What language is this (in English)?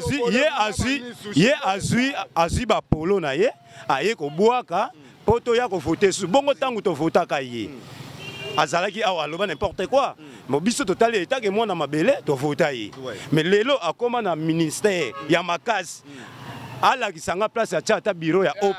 Lingala